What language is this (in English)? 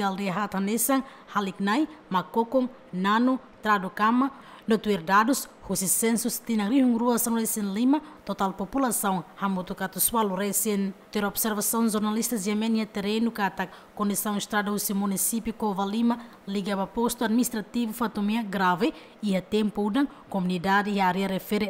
Tetum